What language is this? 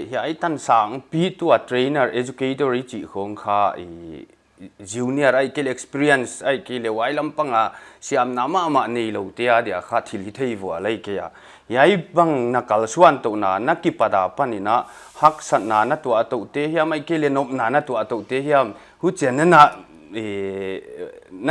Paite Chin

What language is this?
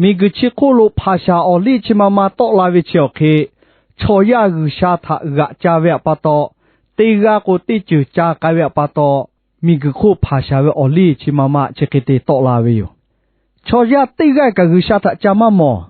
Lahu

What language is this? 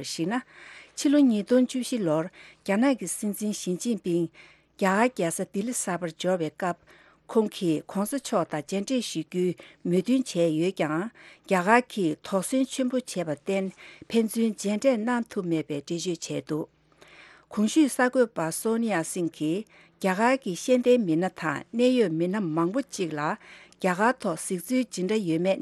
Tibetan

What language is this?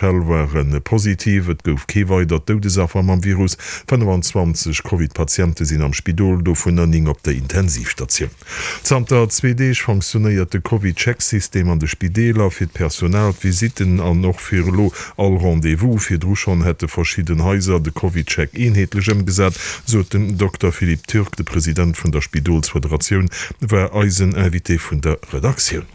Luxembourgish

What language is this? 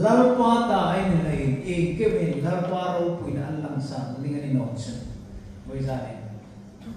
Hmar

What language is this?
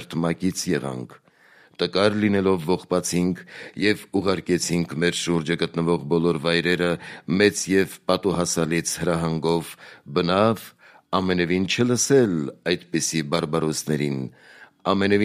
Armenian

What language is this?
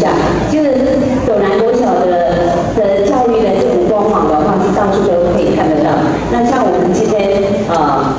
Chinese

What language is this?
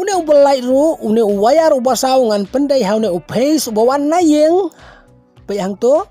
Khasi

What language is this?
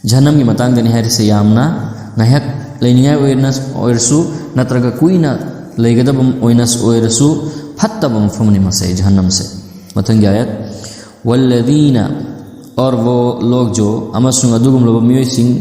Manipuri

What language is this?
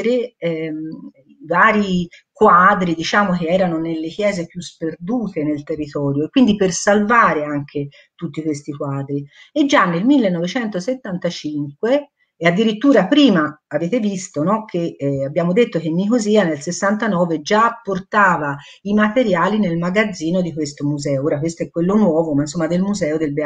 Italian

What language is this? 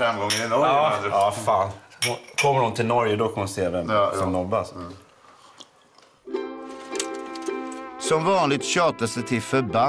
Swedish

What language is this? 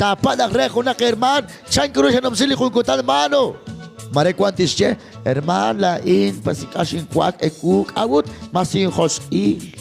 Kekchí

